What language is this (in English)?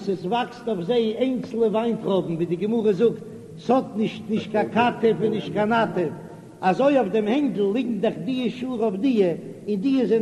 Yiddish